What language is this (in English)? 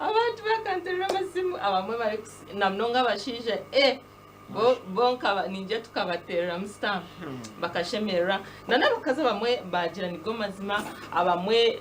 Nyankole